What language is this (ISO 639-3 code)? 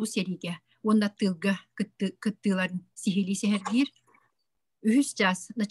sah